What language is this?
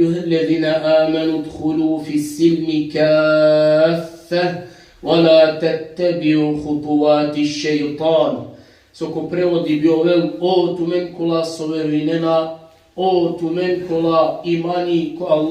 Balkan Romani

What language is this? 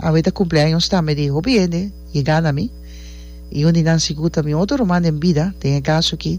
Papiamento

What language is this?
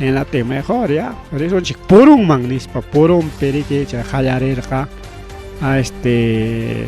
Ayacucho Quechua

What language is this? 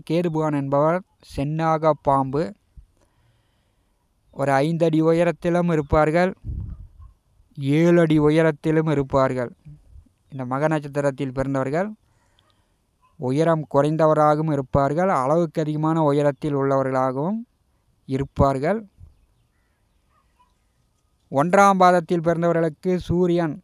Tamil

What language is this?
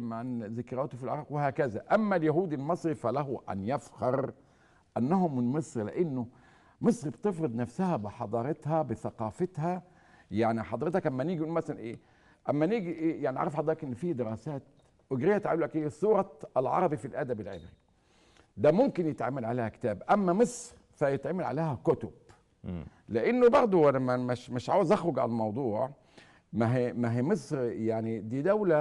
Egyptian Arabic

